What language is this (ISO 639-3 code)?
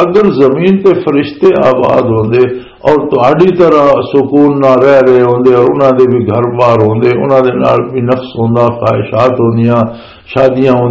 lah